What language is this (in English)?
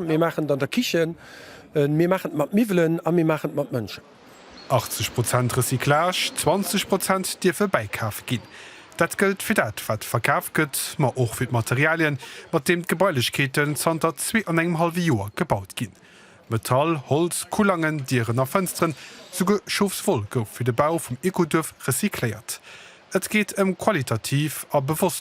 Luxembourgish